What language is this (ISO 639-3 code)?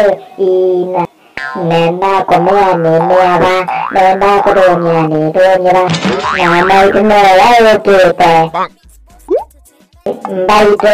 swa